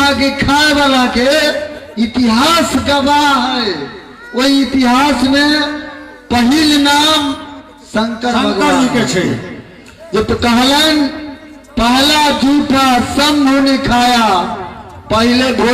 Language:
Maithili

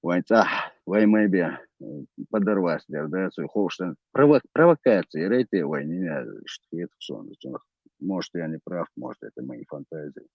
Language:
Chechen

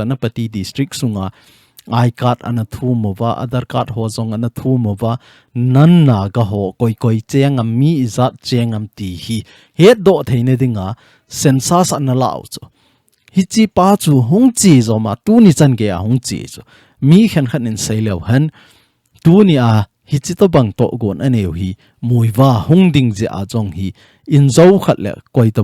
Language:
Thado Chin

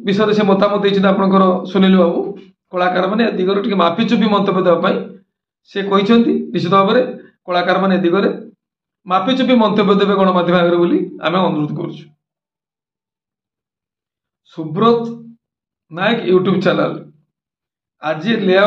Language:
Odia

